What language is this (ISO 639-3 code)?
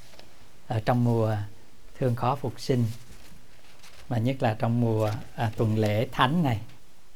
vie